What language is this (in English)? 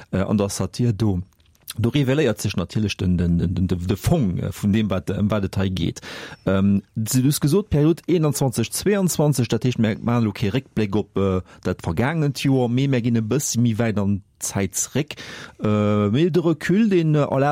Luxembourgish